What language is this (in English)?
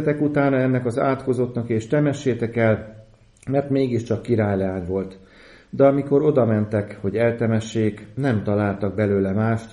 Hungarian